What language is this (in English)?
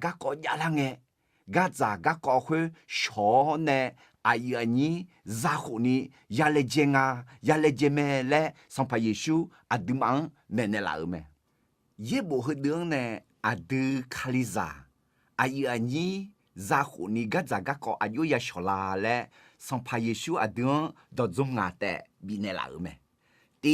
Akha